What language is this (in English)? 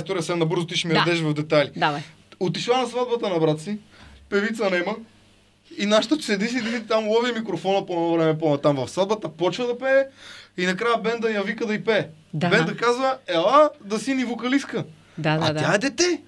Bulgarian